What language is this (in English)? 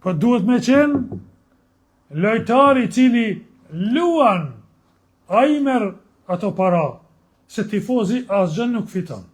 Albanian